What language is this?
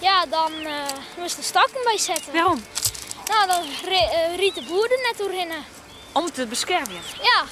Western Frisian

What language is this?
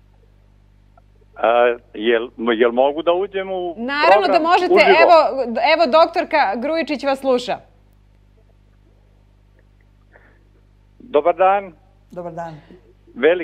Serbian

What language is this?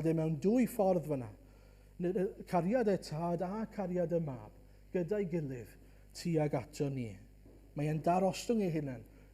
Welsh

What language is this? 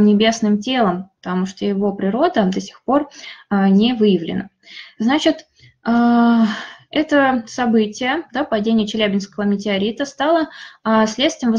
Russian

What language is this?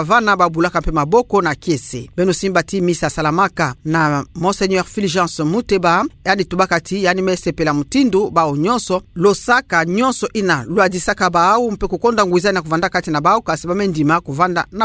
Kituba (Democratic Republic of Congo)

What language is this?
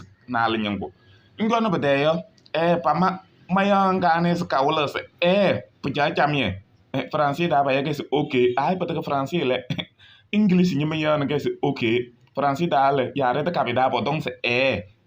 Kabiyè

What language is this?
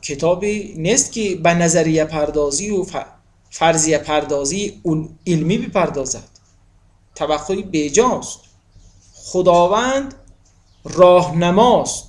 Tajik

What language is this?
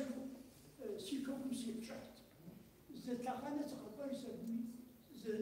Kabardian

